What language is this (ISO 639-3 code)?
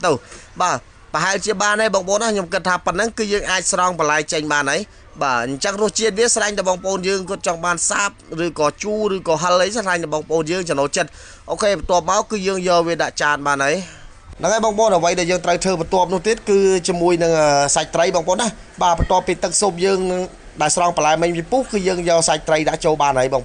khm